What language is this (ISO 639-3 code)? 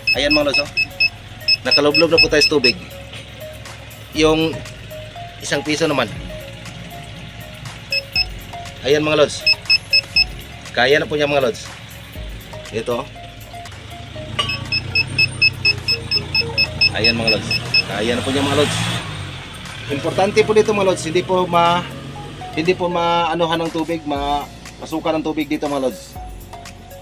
fil